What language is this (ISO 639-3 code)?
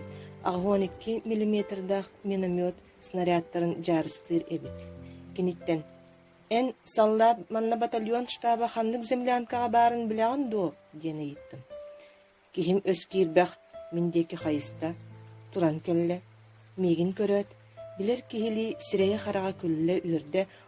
sah